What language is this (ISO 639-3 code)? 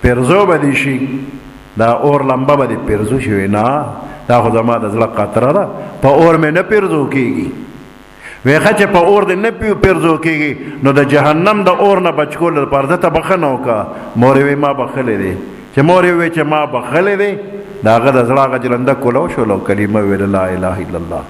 pus